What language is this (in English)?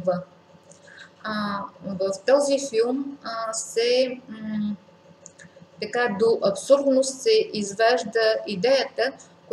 Bulgarian